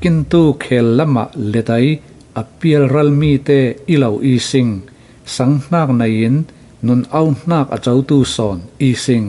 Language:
Falam Chin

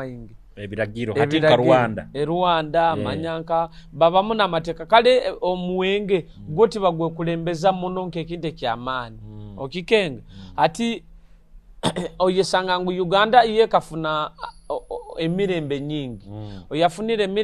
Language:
Nyoro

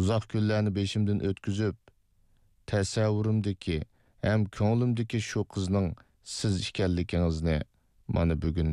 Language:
Uyghur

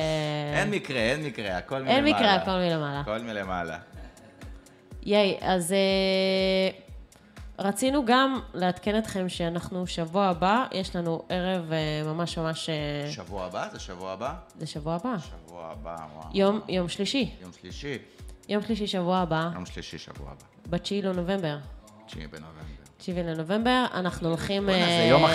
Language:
Hebrew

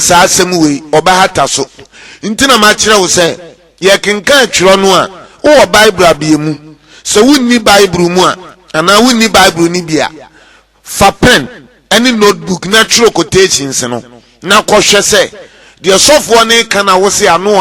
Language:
Akan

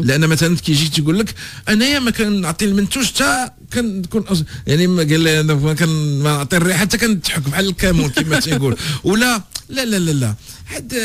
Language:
Moroccan Arabic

